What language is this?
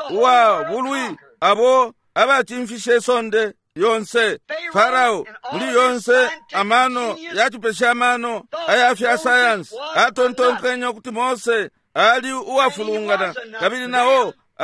Bemba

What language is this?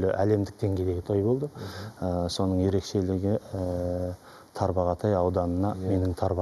Kazakh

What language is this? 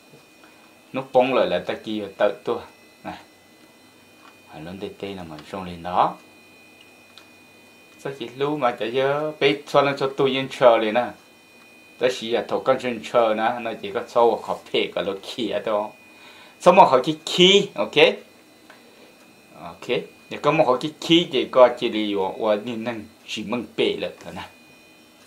Vietnamese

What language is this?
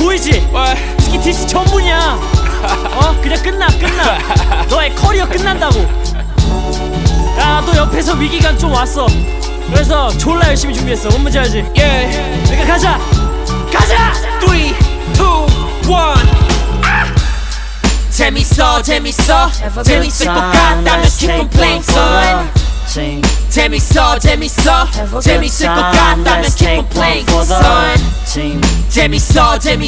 Korean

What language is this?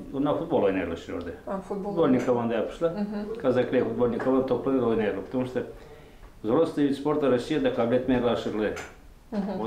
Gagauz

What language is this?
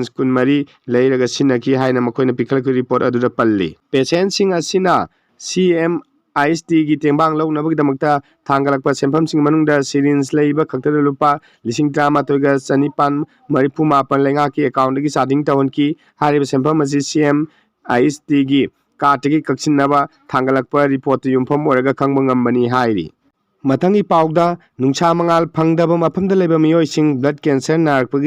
Manipuri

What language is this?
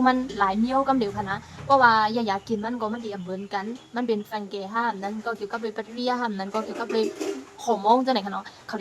Shan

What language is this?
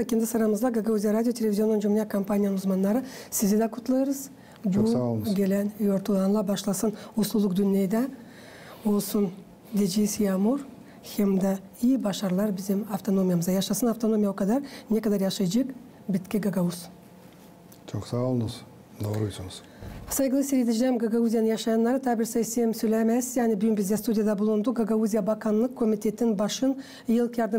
Gagauz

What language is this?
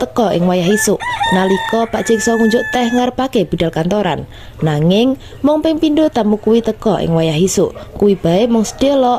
Javanese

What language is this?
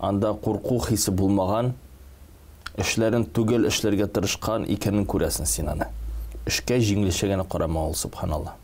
Tatar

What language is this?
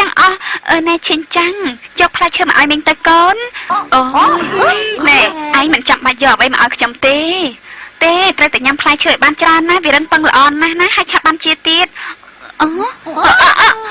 Khmer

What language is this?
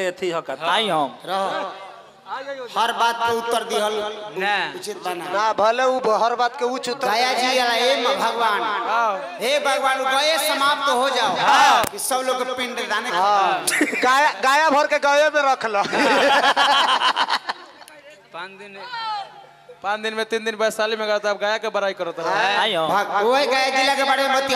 Bhojpuri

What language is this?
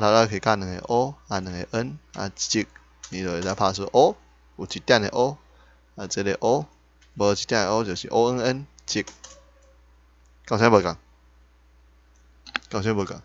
Min Nan Chinese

